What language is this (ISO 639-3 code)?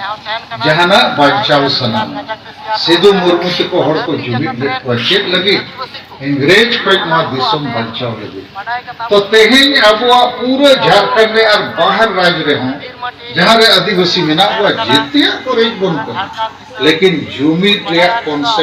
sat